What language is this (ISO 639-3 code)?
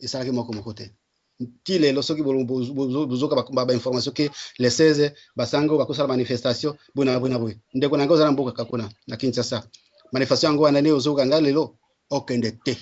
lin